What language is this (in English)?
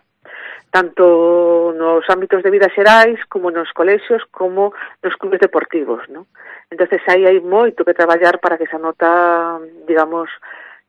Galician